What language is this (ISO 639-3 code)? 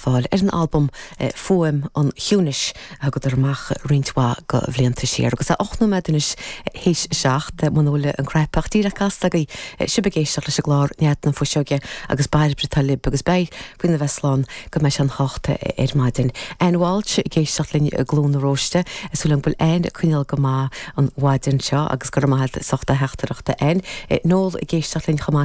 gle